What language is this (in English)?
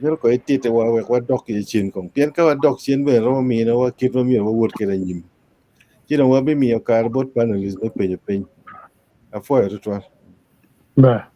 Acoli